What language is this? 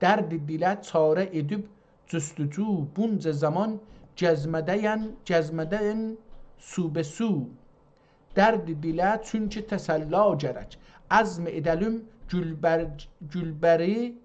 South Azerbaijani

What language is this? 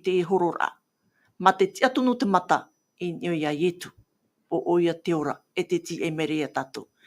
Tahitian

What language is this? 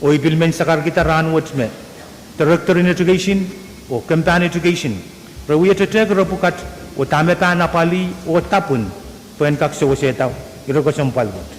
Pohnpeian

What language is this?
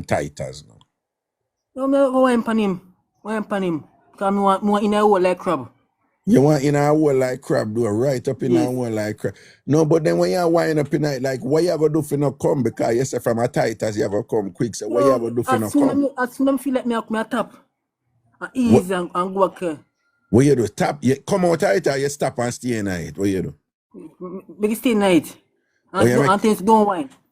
Jamaican Creole English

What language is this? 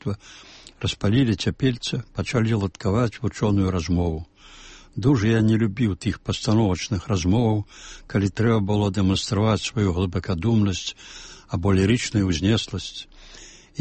Belarusian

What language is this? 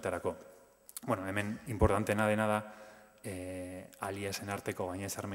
Basque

